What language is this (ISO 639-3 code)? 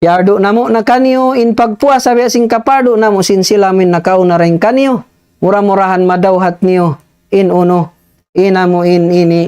tsg